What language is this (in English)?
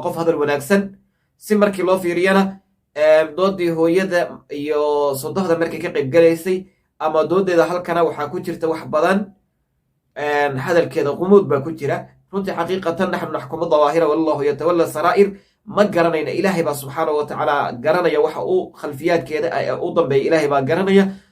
Somali